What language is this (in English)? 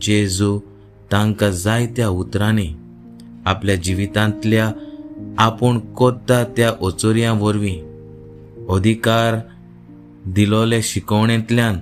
Konkani